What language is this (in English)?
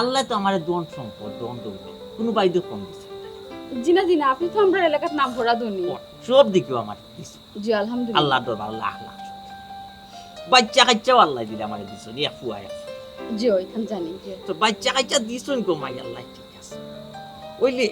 Sylheti